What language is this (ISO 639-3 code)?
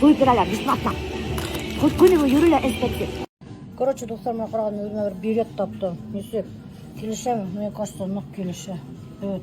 bak